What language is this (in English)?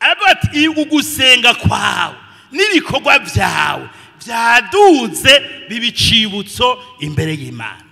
Rundi